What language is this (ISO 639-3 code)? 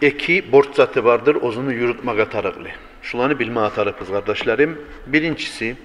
kum